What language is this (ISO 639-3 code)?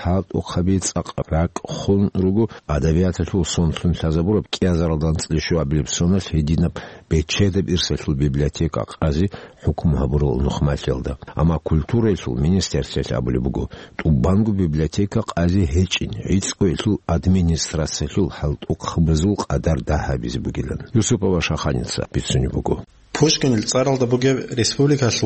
ava